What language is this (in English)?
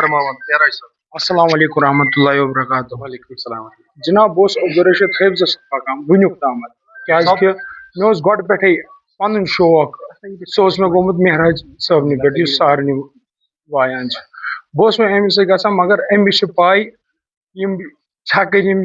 Kashmiri